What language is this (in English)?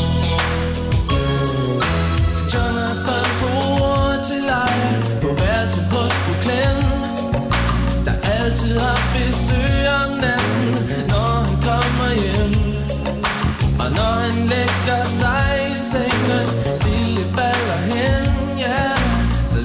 Danish